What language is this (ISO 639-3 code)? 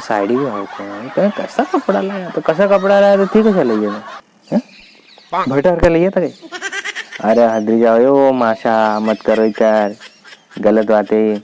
raj